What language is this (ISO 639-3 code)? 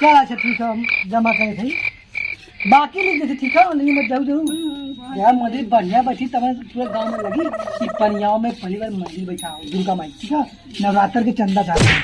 awa